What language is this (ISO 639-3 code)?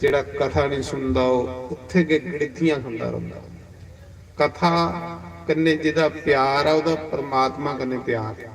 doi